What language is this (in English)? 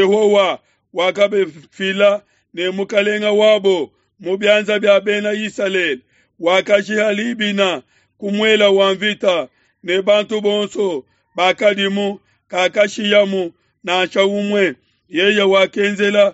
Luba-Lulua